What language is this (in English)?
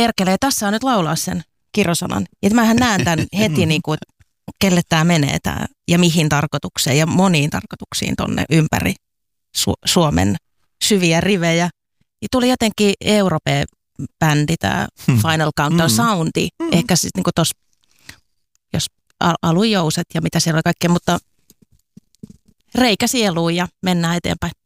Finnish